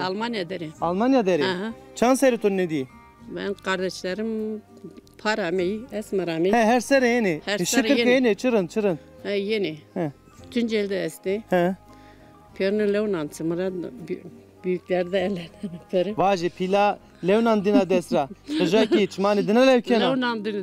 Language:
Zaza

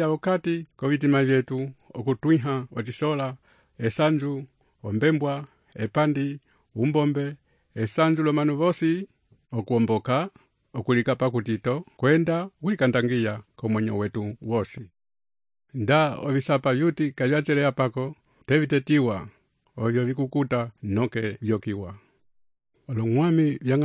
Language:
Umbundu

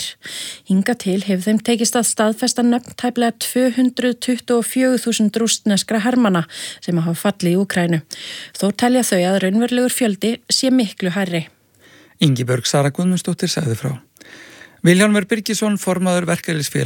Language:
Icelandic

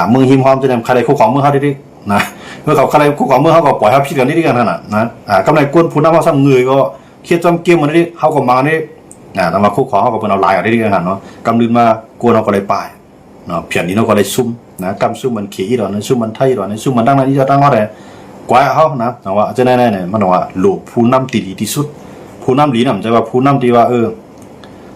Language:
Shan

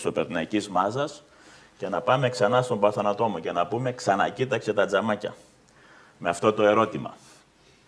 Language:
Greek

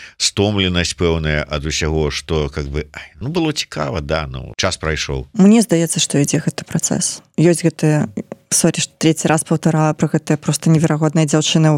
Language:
Belarusian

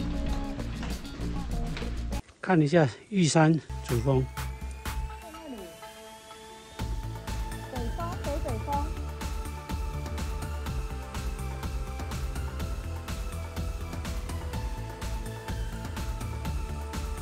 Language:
Chinese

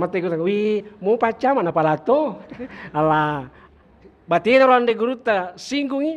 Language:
Buginese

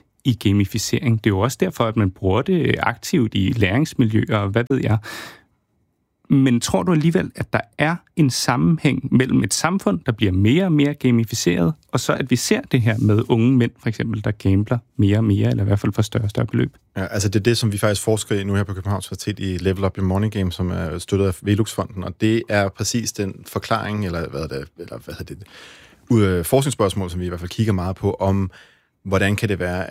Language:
Danish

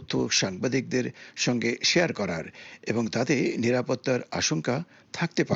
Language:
Bangla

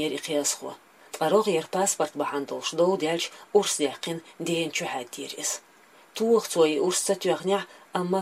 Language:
Chechen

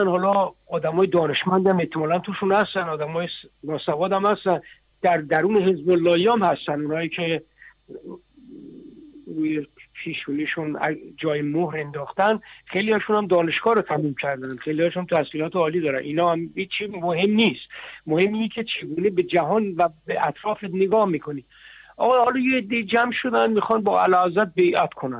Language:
Persian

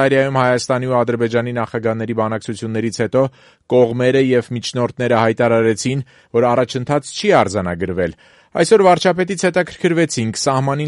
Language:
Armenian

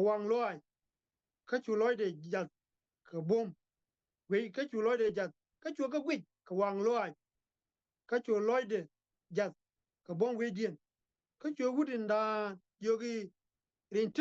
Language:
Nuer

